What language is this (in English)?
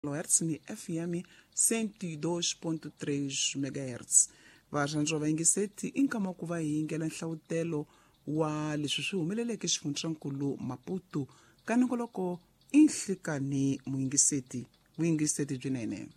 Tsonga